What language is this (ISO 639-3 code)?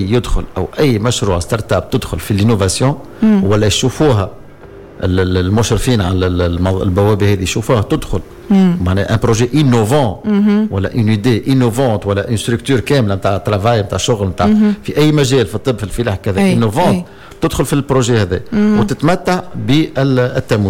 aeb